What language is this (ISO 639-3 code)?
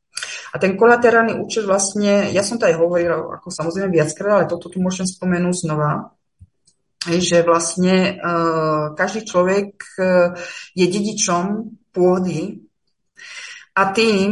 slk